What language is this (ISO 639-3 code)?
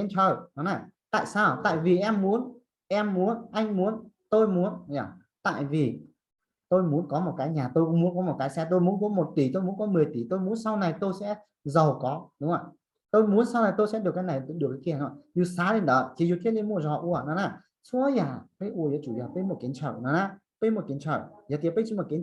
hmn